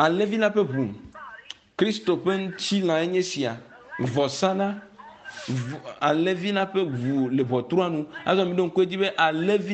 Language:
Ewe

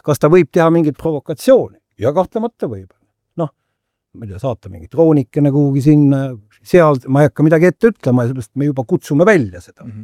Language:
Estonian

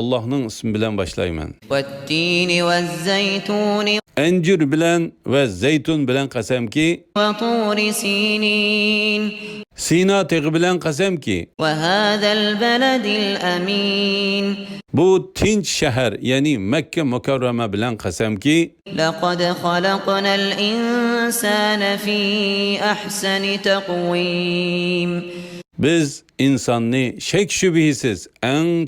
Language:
Uyghur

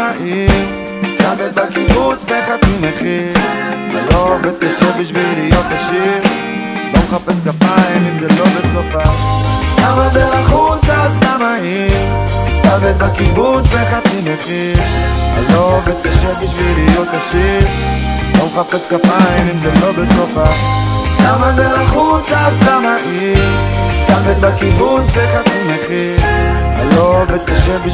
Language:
Hebrew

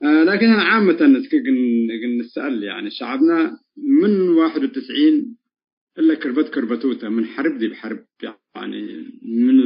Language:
Tigre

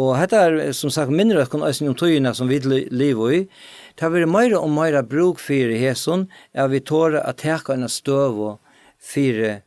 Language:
Faroese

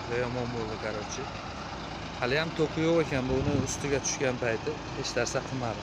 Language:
Uzbek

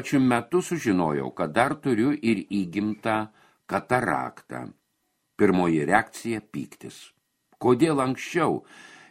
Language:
Lithuanian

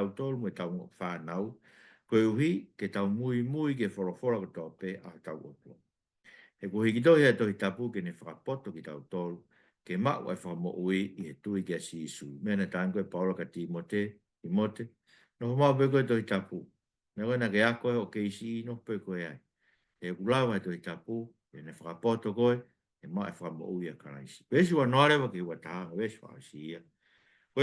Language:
Tongan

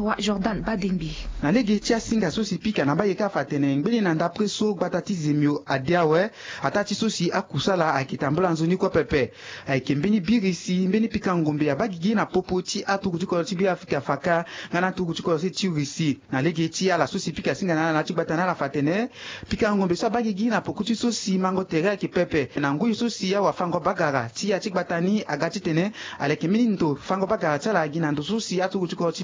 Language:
Sango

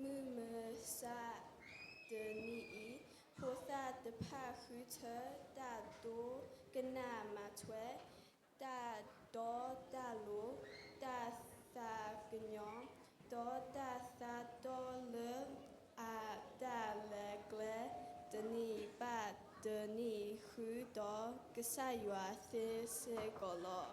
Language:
S'gaw Karen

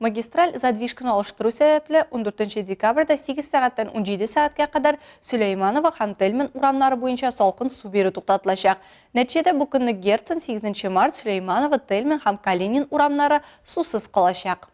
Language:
Tatar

